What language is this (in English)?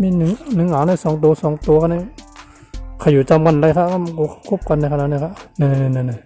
Shan